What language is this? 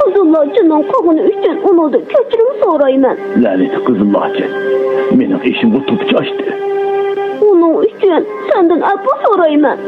Uyghur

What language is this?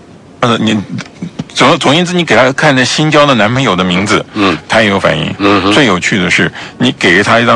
Chinese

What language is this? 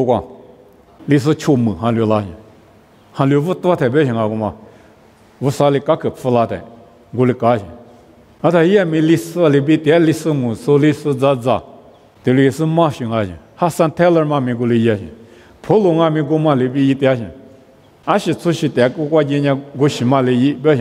Lisu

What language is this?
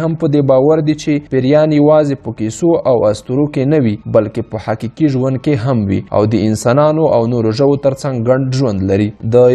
Pashto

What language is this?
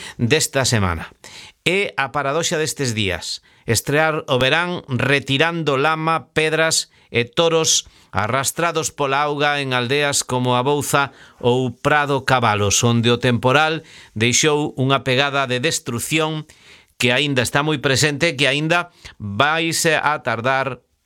Galician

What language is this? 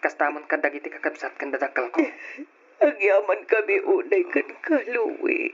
Iloko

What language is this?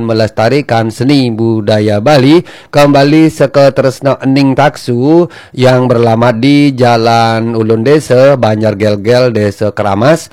Balinese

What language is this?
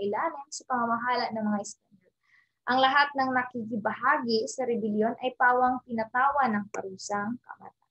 Filipino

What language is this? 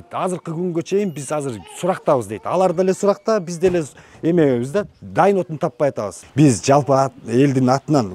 Kyrgyz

